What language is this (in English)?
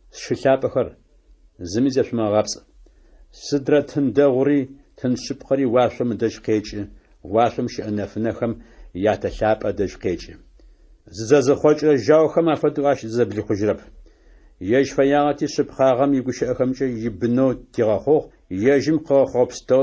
Adyghe